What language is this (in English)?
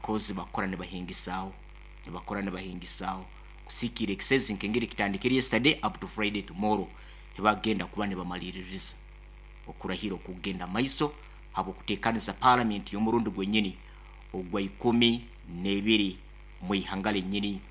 Nyankole